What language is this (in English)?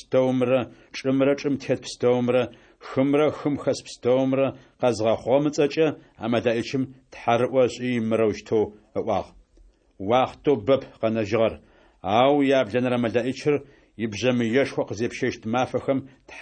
Adyghe